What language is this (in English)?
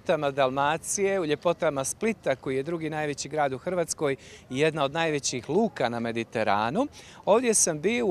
Croatian